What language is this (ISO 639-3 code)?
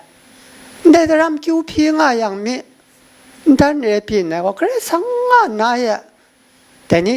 kac